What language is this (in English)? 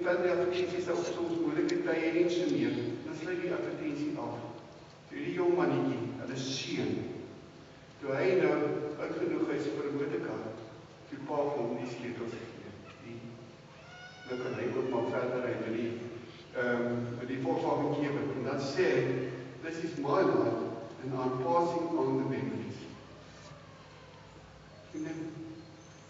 Afrikaans